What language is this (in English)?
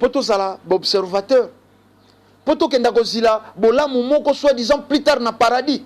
Lingala